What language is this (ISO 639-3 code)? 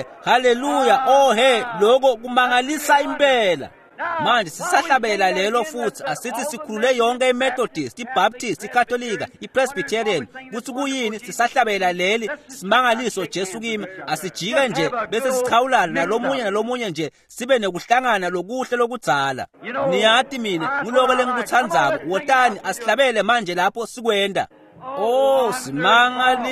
ssw